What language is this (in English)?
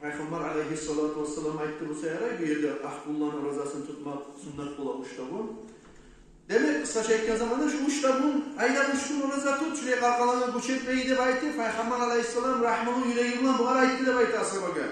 Kumyk